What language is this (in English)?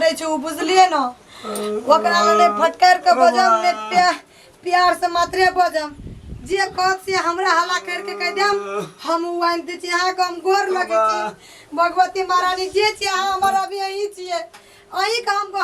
Maithili